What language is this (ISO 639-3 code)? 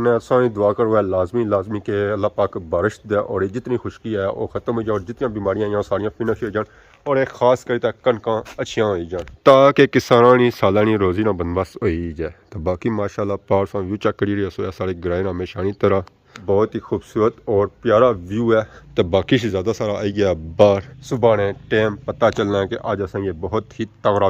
phr